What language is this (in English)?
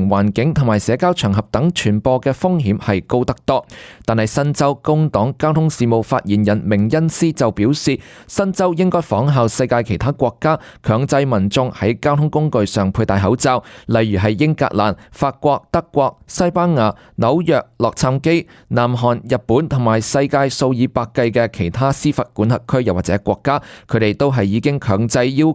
Cantonese